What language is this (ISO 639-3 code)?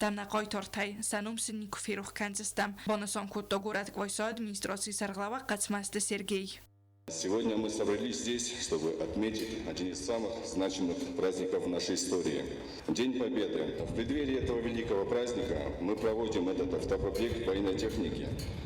oss